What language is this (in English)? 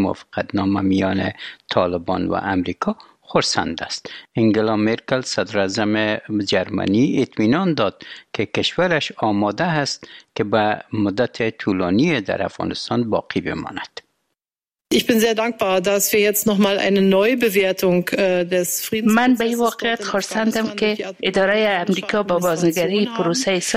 Persian